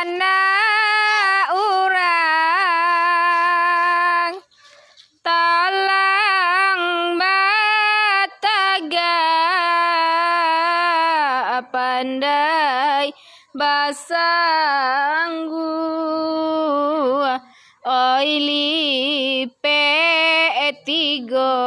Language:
Minangkabau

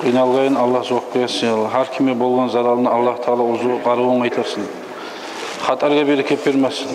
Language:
Kumyk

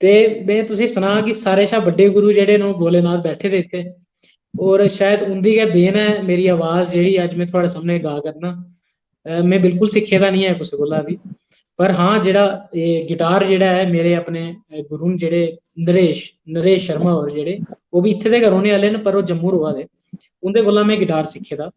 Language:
Dogri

